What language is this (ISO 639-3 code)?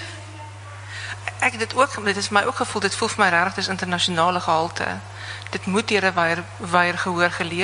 afr